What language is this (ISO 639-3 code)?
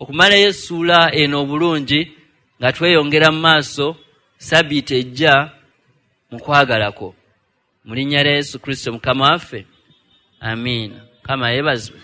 lug